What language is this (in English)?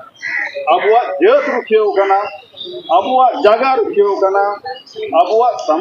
Santali